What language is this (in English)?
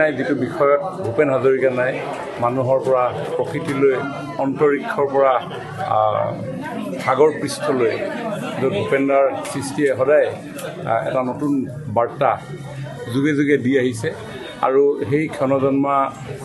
Assamese